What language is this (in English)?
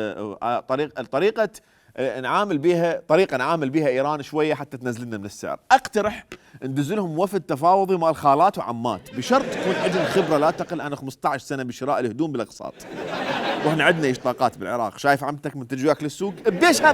Mesopotamian Arabic